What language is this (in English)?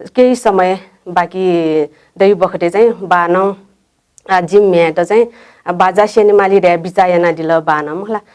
Newari